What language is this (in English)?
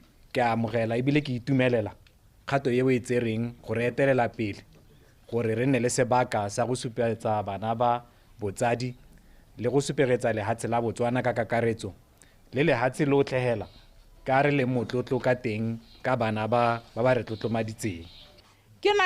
Tswana